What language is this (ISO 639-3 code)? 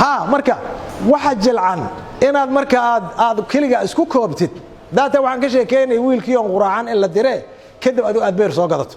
som